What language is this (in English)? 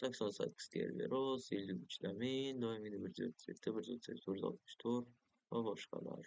Uzbek